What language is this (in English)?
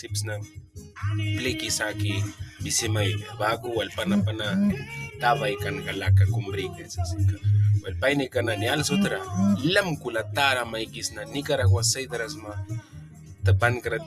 Mískito